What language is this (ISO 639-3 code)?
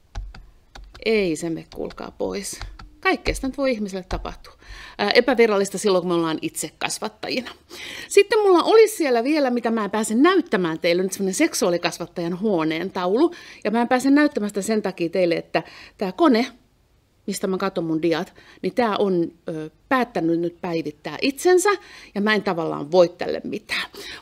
fin